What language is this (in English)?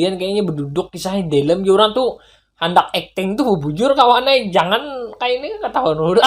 Banjar